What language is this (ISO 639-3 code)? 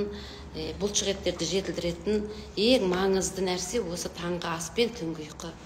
kaz